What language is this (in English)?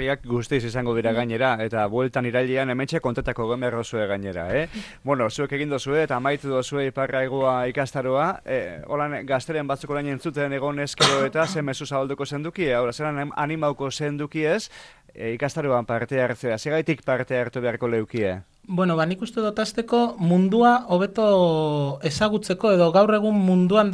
Basque